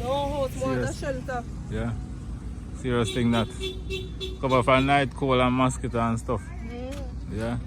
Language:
Jamaican Creole English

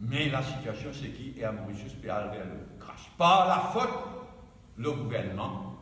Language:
Morisyen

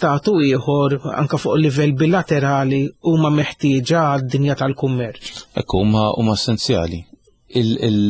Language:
Maltese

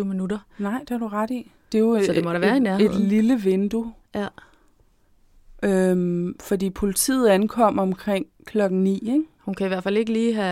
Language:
Danish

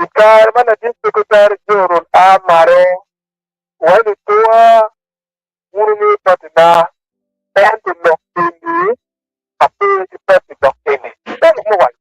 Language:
Acoli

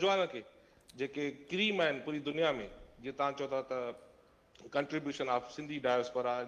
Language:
Sindhi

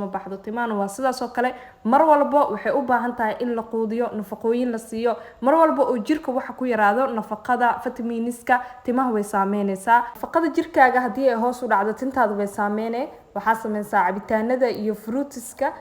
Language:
Somali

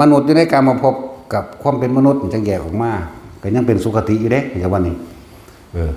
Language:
Northeastern Thai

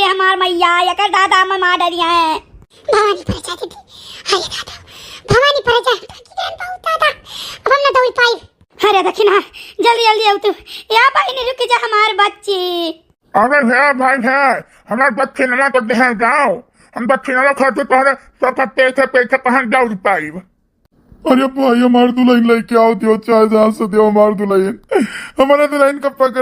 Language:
Awadhi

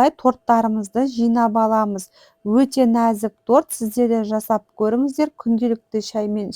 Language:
Kazakh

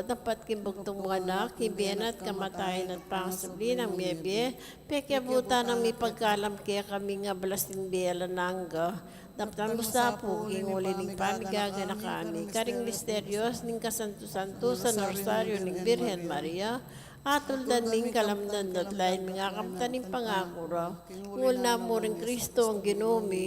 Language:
Pampanga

